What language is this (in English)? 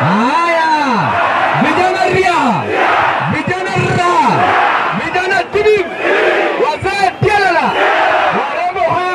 Gusii